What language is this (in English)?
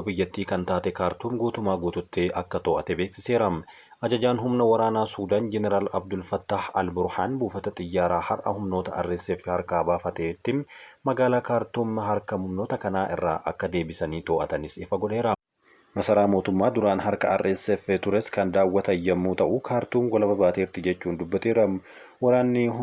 Oromo